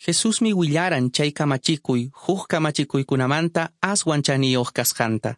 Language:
Quechua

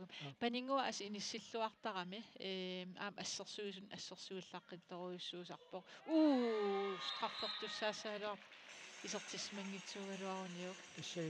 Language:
Kalaallisut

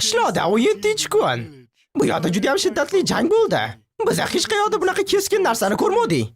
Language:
Uzbek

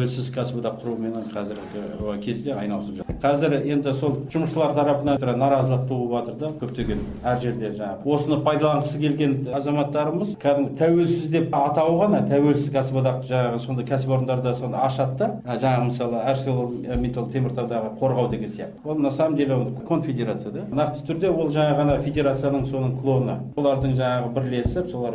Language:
Kazakh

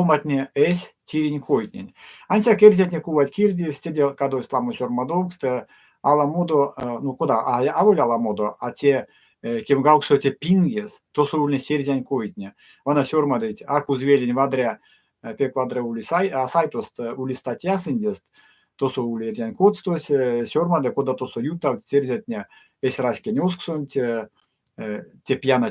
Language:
Erzya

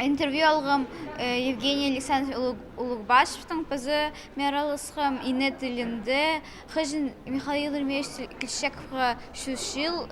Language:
Khakas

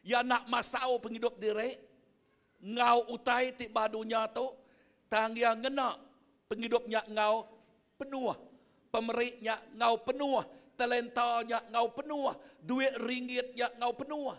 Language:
Iban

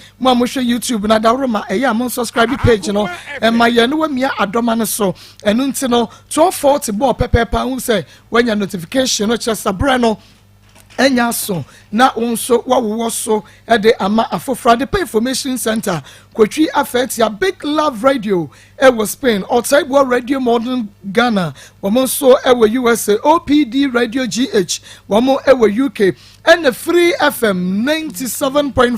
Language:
Akan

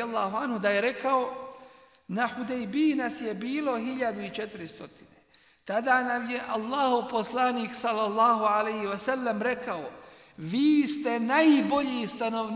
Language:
Bosnian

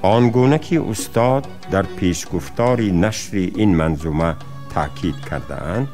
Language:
Tajik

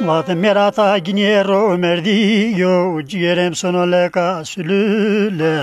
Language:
Zaza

